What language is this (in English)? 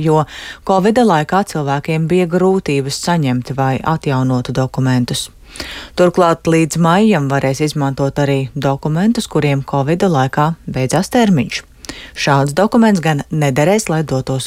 Latvian